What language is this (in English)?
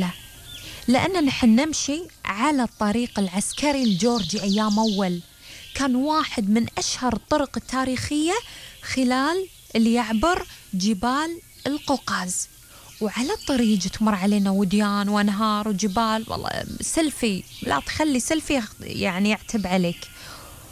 Gulf Arabic